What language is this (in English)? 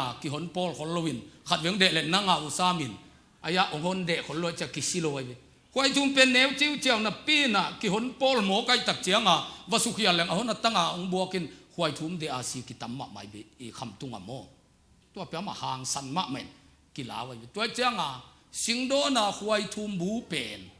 Tedim Chin